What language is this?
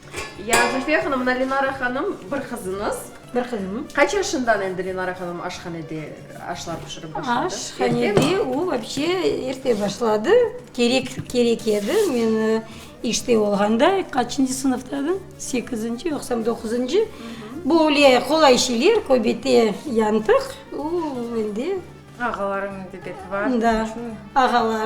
Crimean Tatar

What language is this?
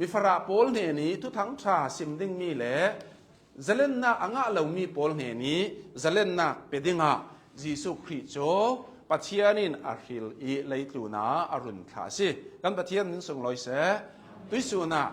Hakha Chin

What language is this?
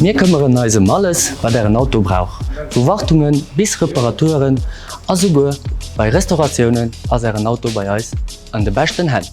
Luxembourgish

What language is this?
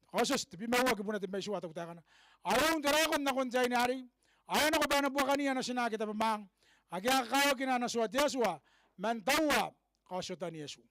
Gilbertese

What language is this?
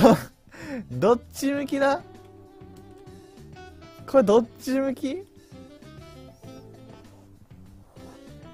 Japanese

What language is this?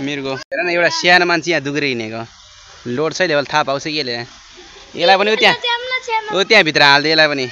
Nepali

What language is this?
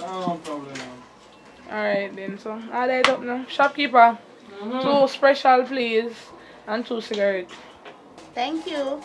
Jamaican Creole English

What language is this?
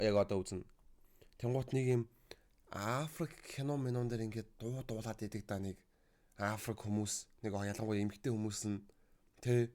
Mongolian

